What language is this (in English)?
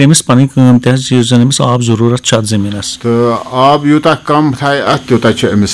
Kashmiri